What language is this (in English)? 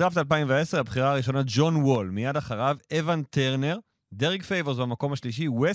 Hebrew